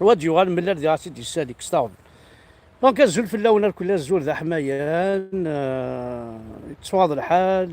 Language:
Kabyle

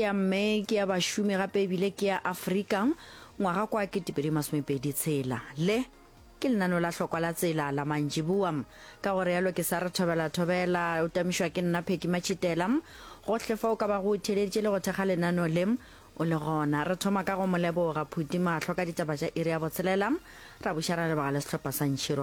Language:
Northern Sotho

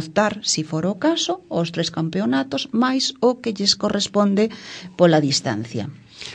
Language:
Galician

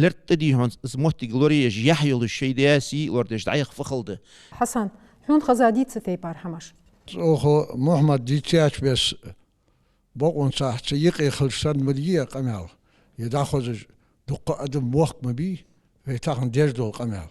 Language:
Ingush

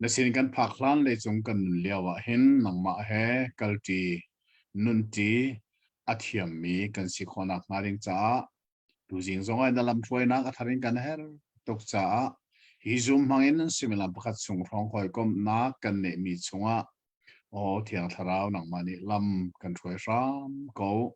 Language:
Hakha Chin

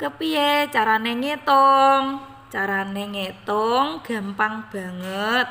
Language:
Javanese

